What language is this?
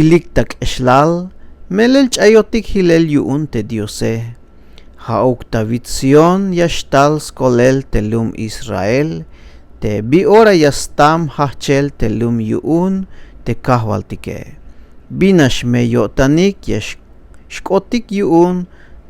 Tzeltal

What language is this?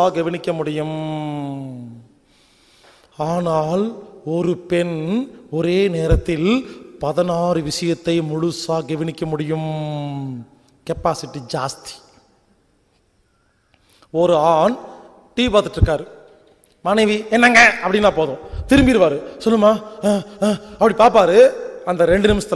Tamil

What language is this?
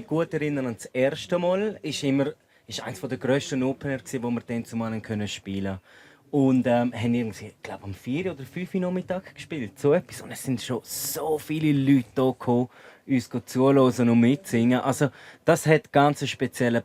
Romansh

